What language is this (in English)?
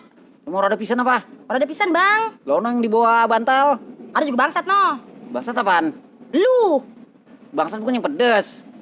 Betawi